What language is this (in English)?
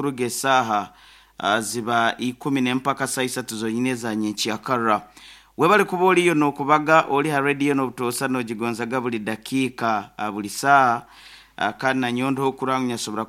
Nyoro